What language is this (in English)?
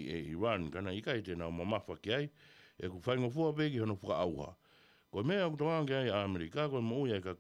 Tongan